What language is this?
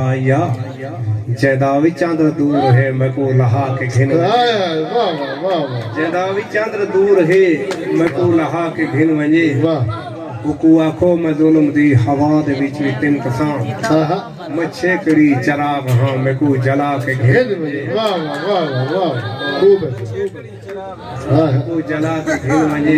Saraiki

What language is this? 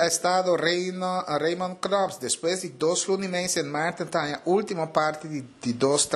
Papiamento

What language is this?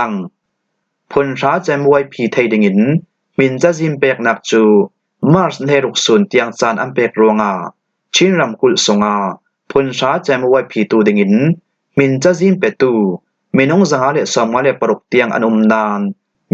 Falam Chin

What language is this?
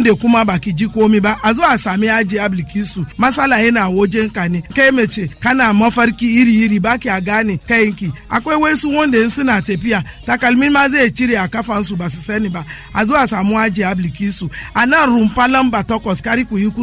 Hausa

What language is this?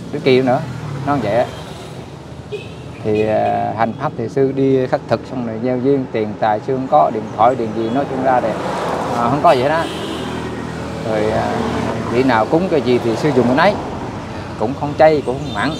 Vietnamese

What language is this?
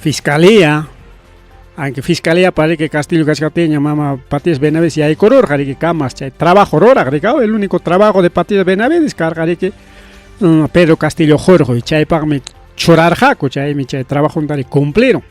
Ayacucho Quechua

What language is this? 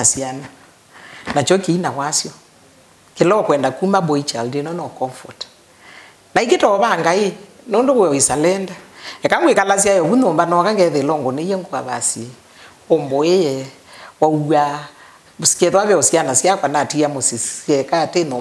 Kamba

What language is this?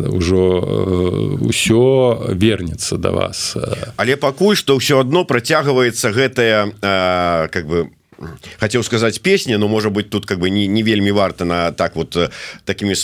Belarusian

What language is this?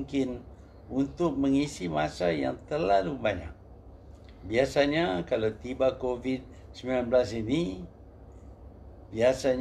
Malay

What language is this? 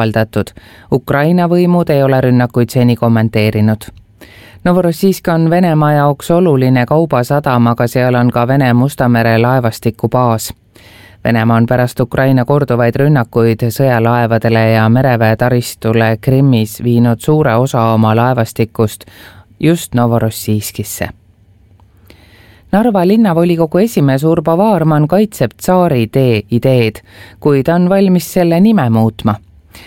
Estonian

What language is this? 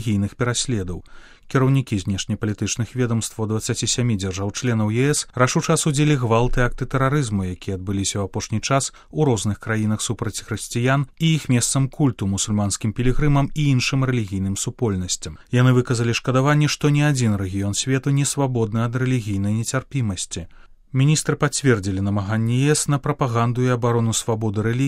Belarusian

